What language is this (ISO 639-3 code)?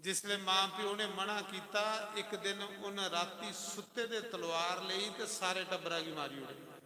doi